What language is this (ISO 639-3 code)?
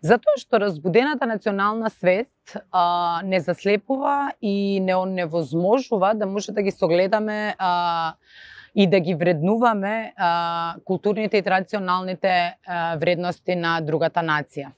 mkd